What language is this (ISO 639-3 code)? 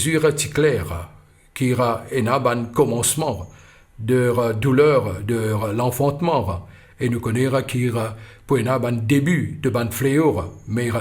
mfe